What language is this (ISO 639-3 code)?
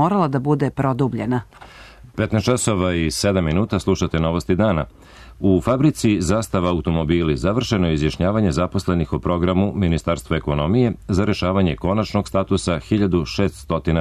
srp